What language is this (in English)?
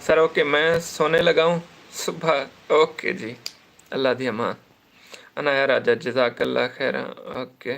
Saraiki